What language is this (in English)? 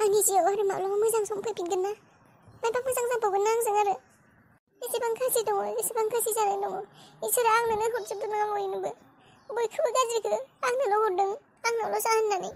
Bodo